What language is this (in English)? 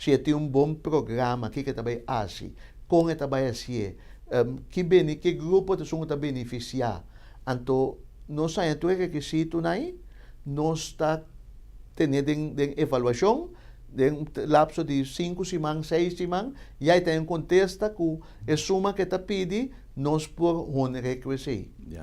Papiamento